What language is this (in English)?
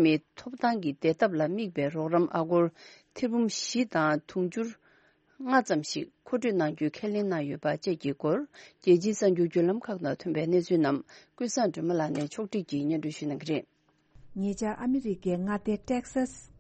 Tibetan